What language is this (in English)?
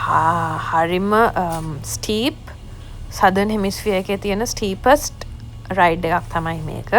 Sinhala